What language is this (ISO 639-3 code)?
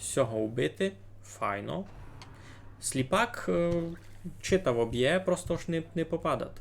rue